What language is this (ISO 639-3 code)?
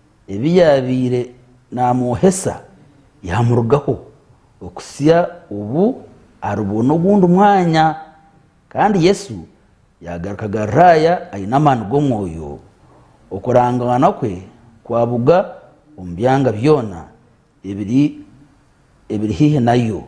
nyn